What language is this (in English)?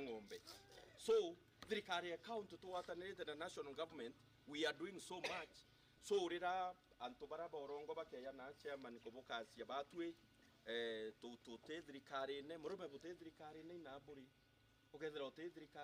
Meru